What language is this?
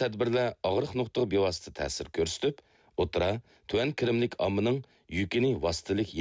Uyghur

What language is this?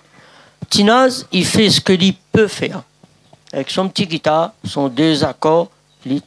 Réunion Creole French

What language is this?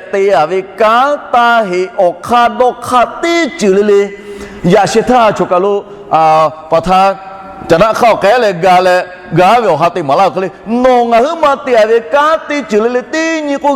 Lahu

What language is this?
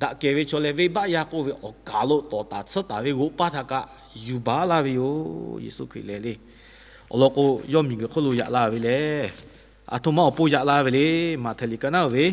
Lahu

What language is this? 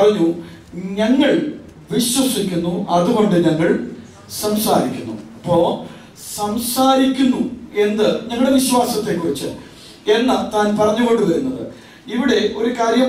Malayalam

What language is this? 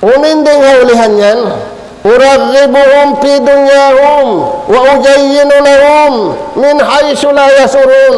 Tausug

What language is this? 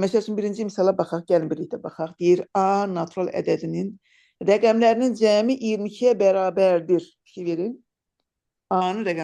Azerbaijani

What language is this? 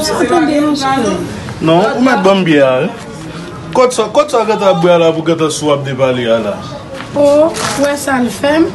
Haitian Creole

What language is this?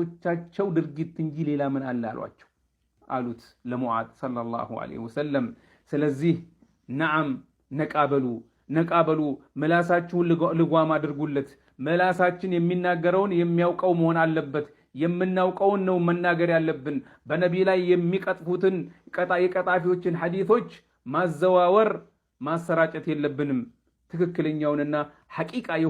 Amharic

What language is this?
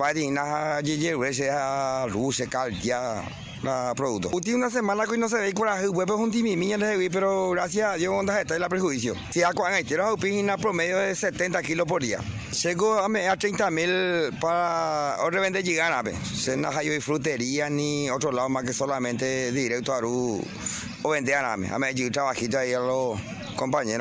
Guarani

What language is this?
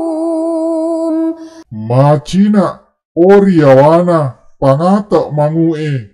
Buginese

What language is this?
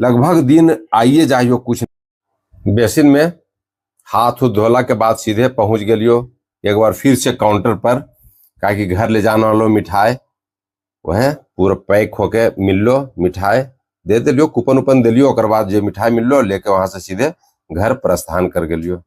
Magahi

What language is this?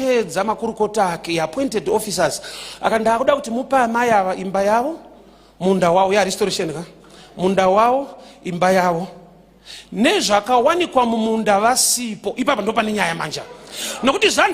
Shona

